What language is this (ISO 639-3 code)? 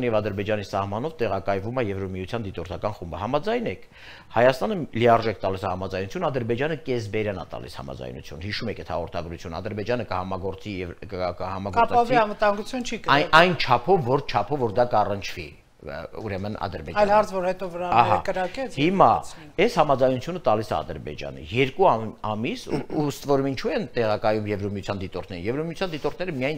hye